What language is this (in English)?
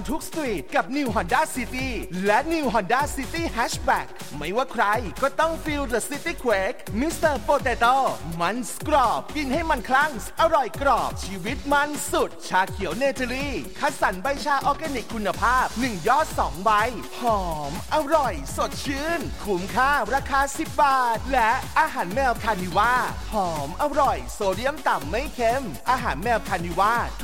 Thai